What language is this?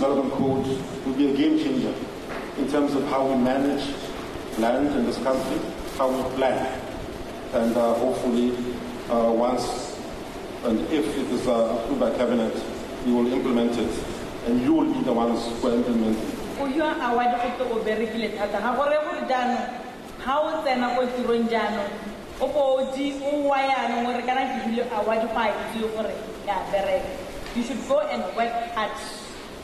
Tswana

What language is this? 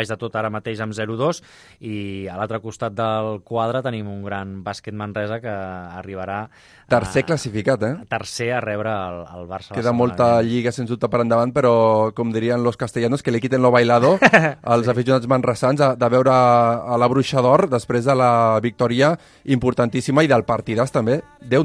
Catalan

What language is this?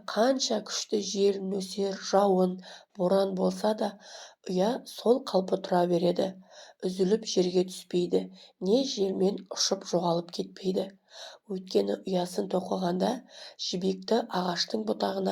Kazakh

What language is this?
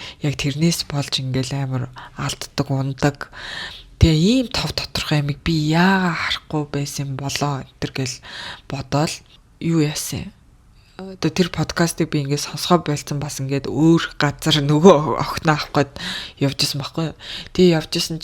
Mongolian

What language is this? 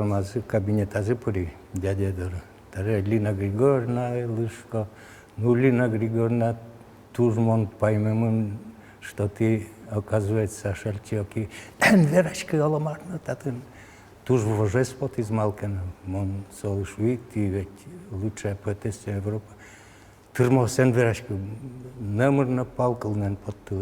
Udmurt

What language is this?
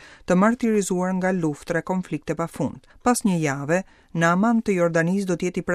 Albanian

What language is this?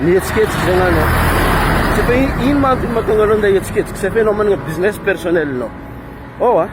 Malagasy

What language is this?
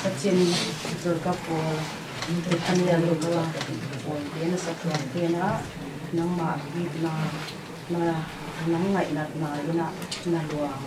Paite Chin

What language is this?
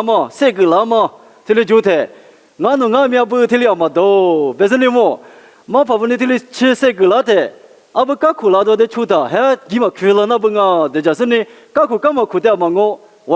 Lisu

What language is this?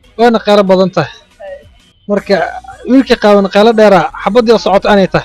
Somali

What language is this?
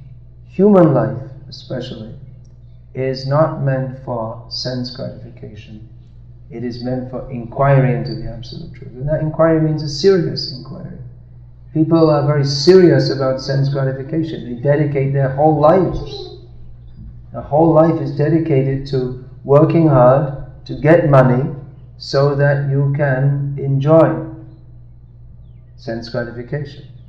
English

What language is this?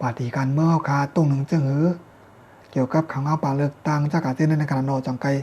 Shan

